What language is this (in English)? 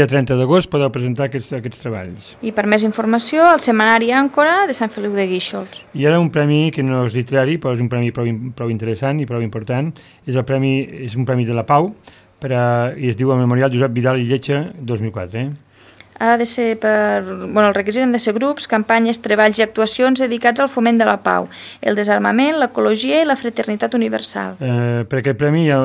Catalan